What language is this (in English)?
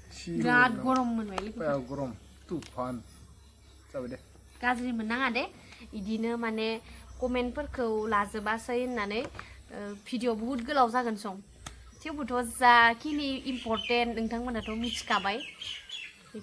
Bodo